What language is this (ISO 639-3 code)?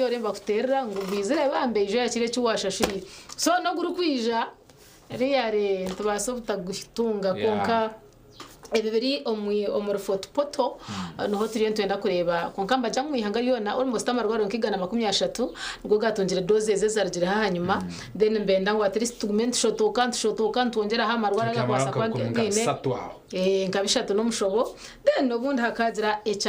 nyn